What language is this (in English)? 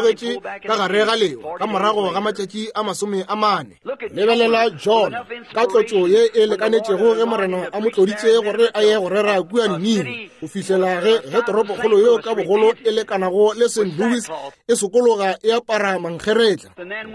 Northern Sotho